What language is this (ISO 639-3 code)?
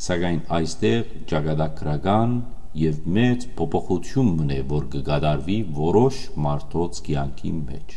hyw